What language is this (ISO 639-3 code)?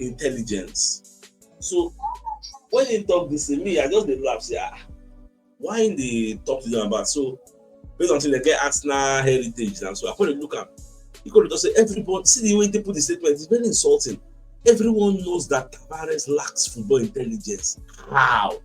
pcm